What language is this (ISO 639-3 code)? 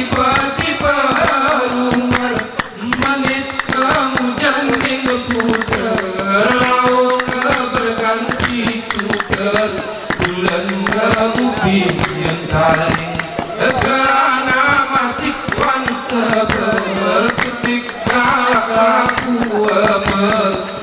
gay